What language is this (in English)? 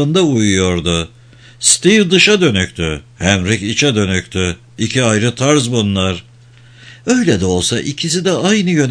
Turkish